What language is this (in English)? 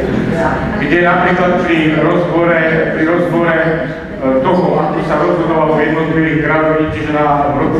Slovak